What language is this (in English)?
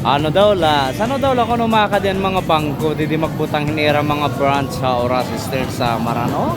Waray